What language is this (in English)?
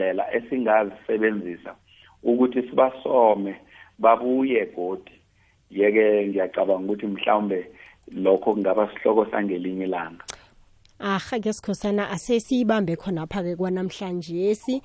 South Ndebele